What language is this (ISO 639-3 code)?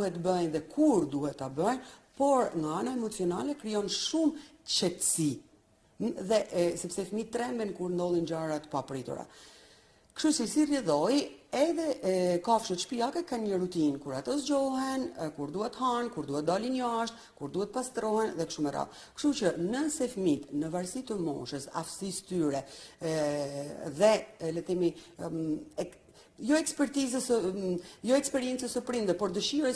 sqi